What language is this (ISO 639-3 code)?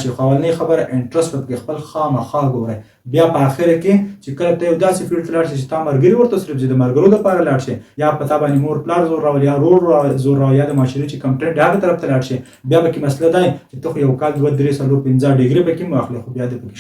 pus